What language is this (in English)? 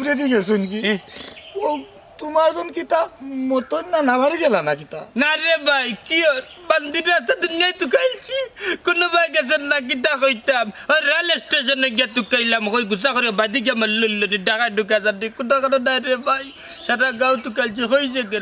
Sylheti